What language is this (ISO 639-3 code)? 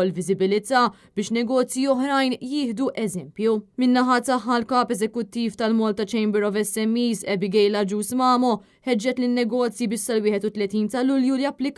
mlt